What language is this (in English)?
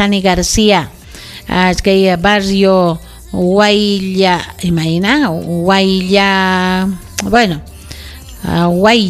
Ayacucho Quechua